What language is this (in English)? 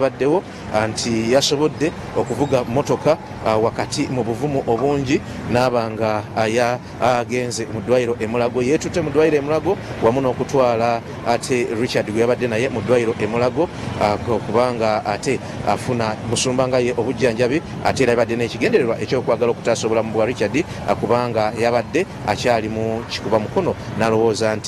Ganda